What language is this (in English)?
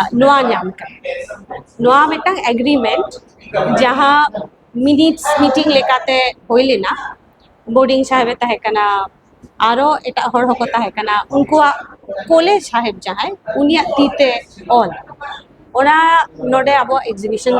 Santali